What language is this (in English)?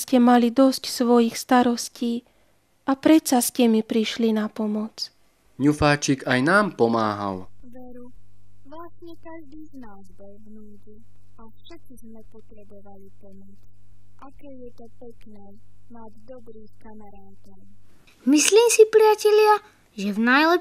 Slovak